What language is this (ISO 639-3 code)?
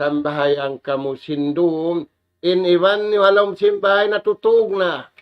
tsg